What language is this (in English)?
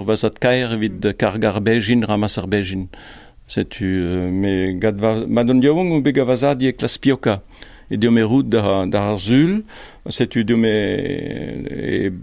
Breton